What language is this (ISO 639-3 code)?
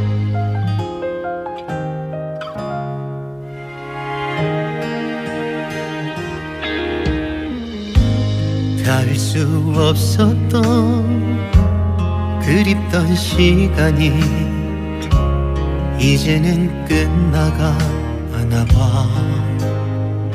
kor